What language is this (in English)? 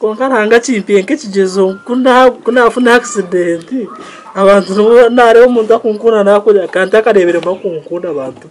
Nyankole